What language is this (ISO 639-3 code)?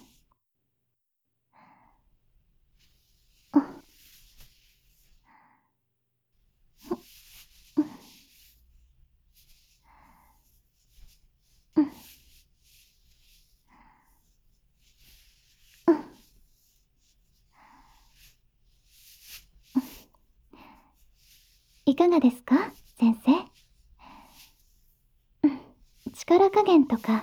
jpn